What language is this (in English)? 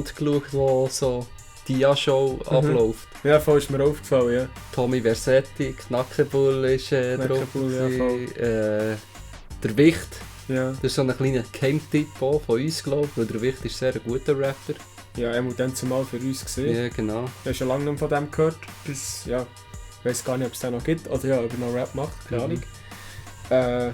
Swiss German